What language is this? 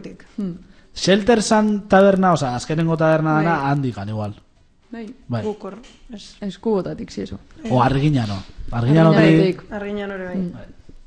Basque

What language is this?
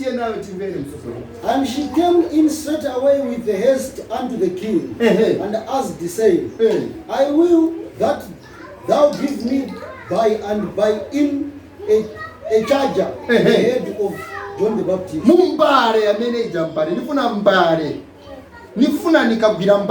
Nyanja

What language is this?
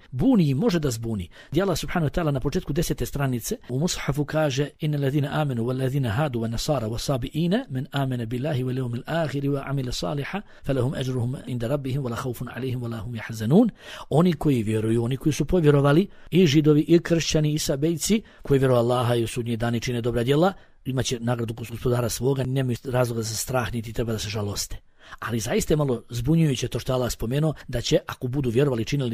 Bosnian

